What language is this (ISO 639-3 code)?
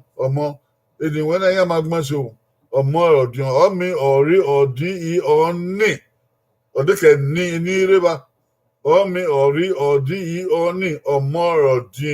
bin